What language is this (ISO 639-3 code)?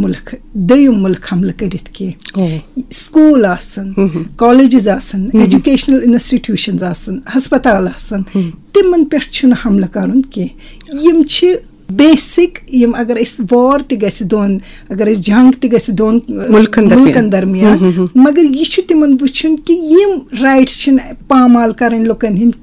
kas